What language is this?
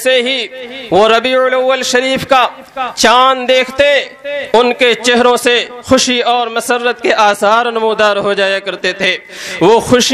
Urdu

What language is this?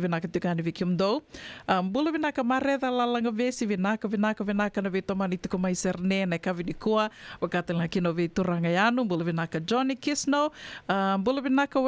Fijian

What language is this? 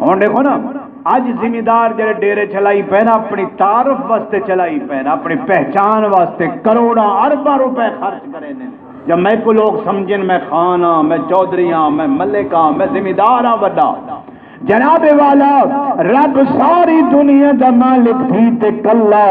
Saraiki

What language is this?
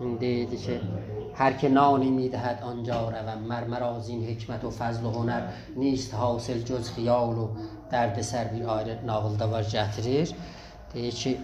South Azerbaijani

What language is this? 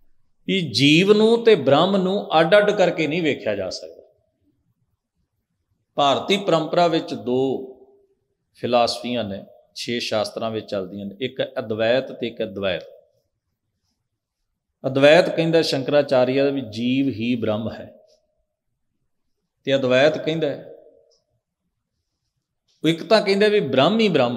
Punjabi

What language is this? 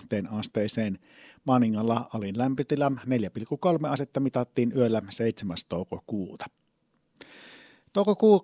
Finnish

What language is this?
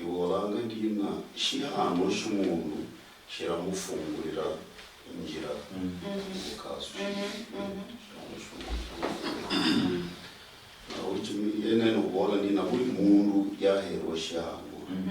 Luyia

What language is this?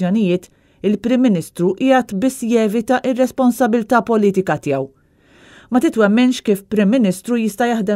Maltese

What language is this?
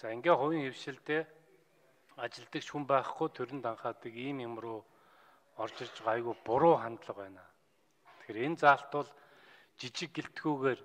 Mongolian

